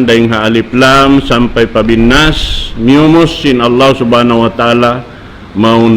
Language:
Tausug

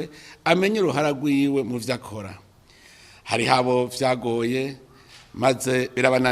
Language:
Rundi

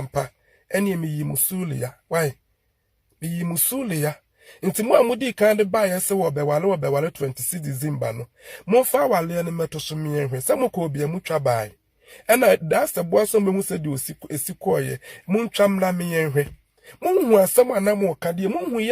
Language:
Akan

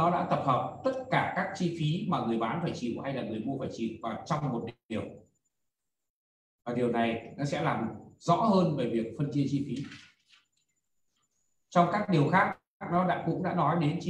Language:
Vietnamese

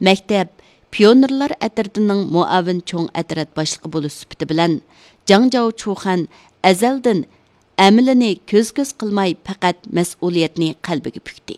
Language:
Uyghur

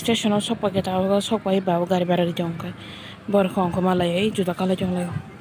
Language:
Kok Borok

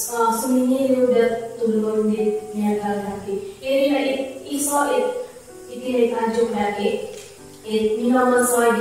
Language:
Central Dusun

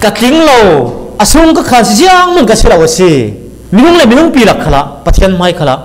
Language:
Falam Chin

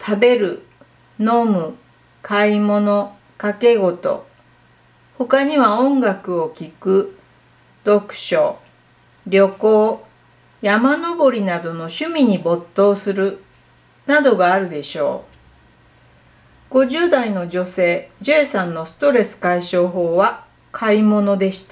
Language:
Japanese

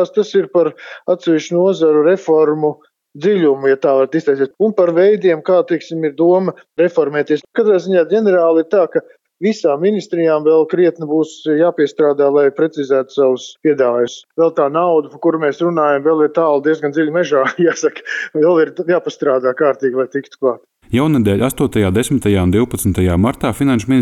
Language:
Latvian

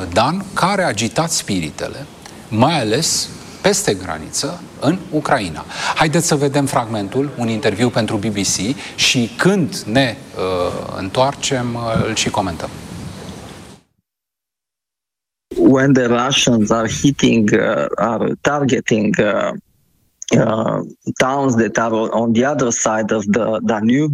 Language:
Romanian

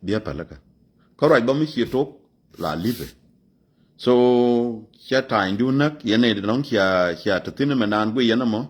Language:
Nuer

